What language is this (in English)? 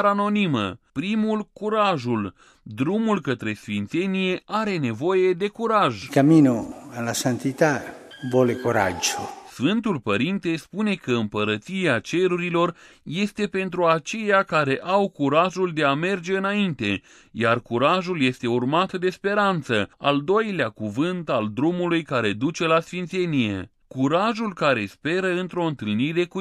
Romanian